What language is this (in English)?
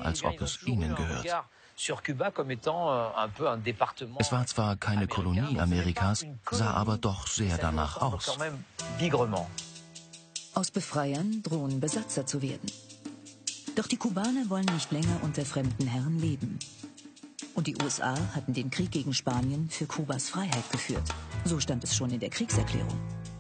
German